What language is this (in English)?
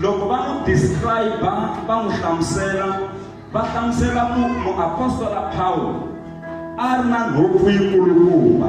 Tsonga